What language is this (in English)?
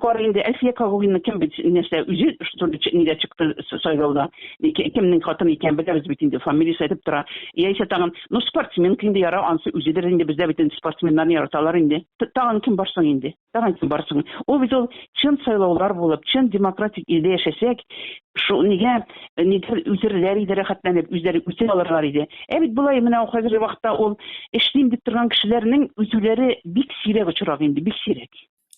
Tatar